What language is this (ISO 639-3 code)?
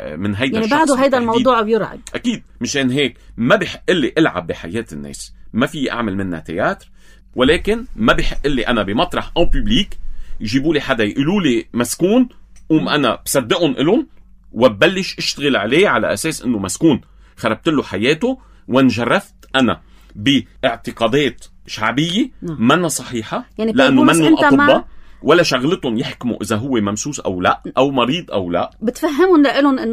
apc